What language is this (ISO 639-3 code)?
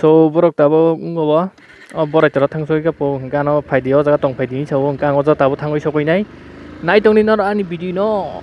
trp